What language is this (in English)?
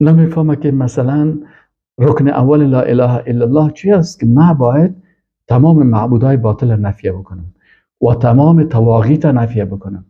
Persian